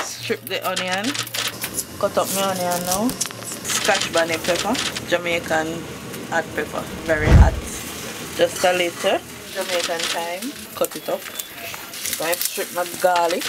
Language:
Jamaican Creole English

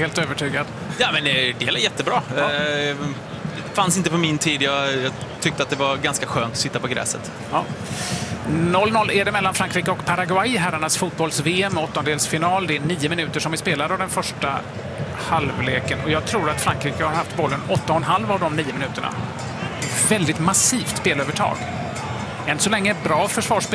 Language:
Swedish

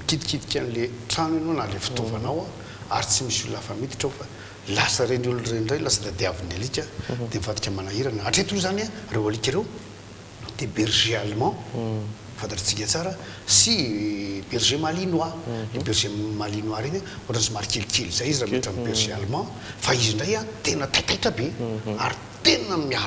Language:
Malagasy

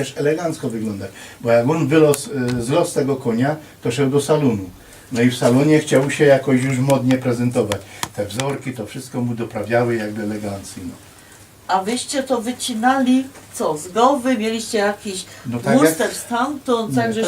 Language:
Silesian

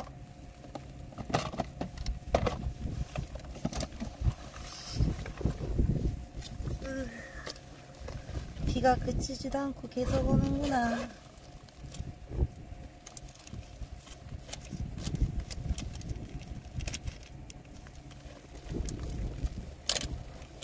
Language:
Korean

